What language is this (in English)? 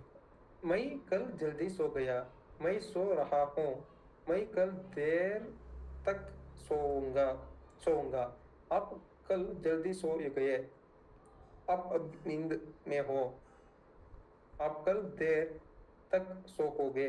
Kannada